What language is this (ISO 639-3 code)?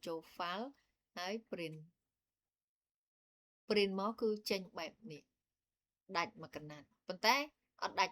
khm